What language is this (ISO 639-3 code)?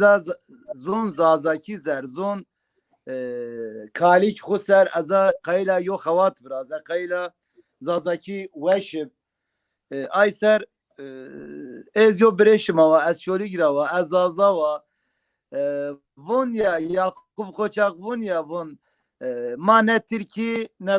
zza